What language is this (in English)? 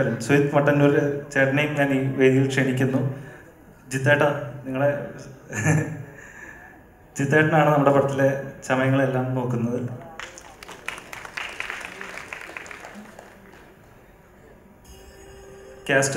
Malayalam